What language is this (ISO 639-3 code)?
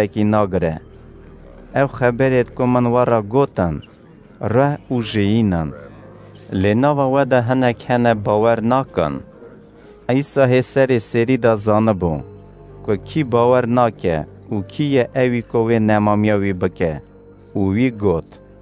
kur